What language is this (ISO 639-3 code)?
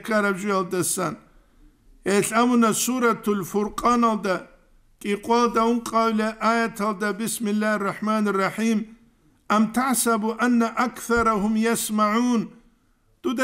ava